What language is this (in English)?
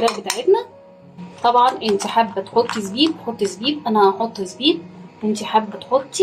Egyptian Arabic